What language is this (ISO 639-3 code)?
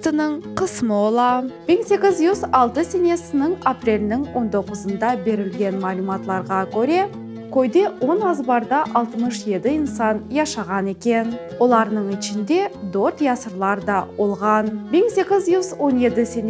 crh